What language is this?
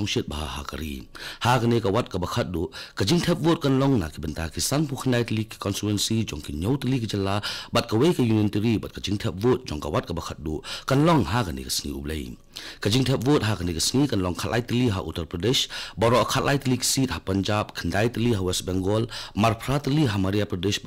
Khasi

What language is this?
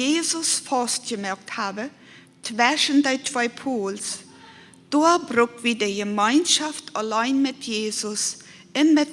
Plautdietsch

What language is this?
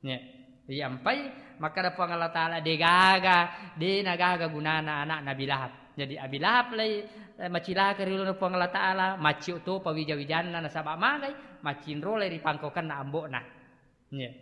Buginese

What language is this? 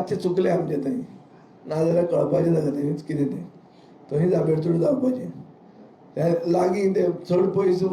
Konkani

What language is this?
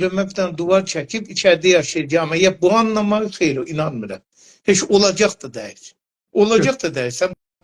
South Azerbaijani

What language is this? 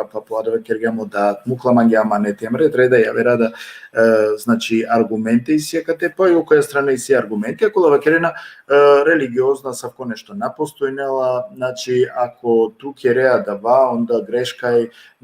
Balkan Romani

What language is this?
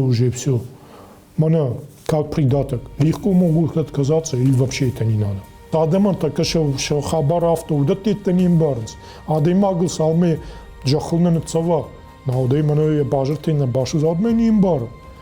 Ossetic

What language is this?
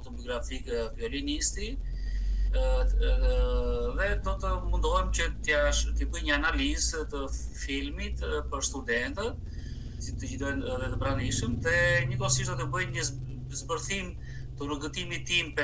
Albanian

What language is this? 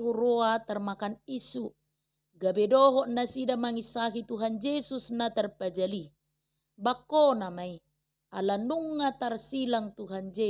Batak Toba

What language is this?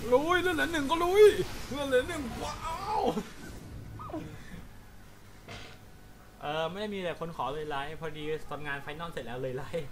Thai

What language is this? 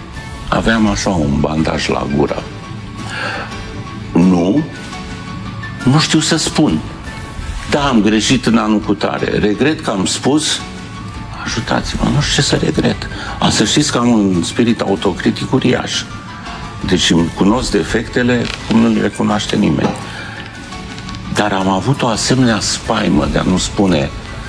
Romanian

